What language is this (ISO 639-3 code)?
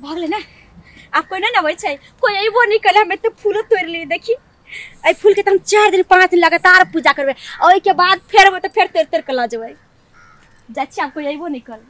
mai